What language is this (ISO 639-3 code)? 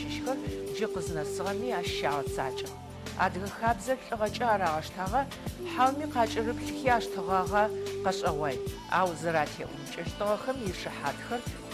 ady